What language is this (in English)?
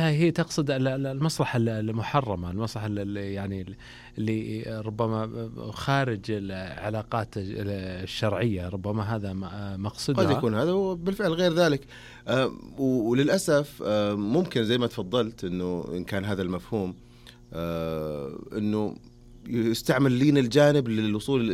Najdi Arabic